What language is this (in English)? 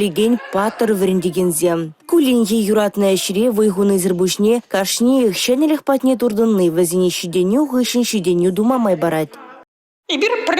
Chuvash